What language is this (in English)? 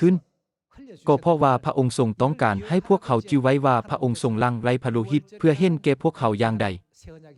Lao